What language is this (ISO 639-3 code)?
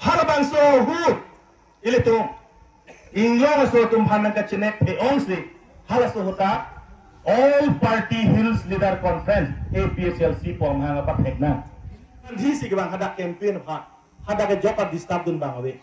mjw